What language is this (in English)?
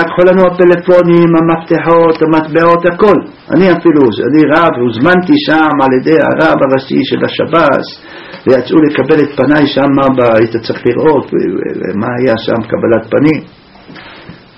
Hebrew